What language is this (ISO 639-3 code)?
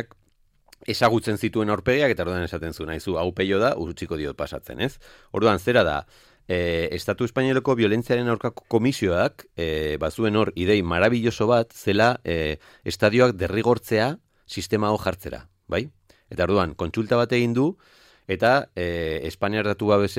eus